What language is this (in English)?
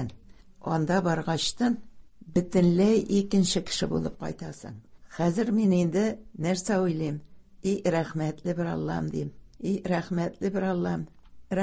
Tatar